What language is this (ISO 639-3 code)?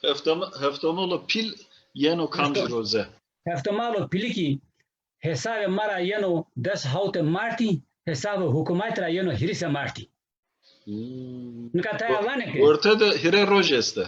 zza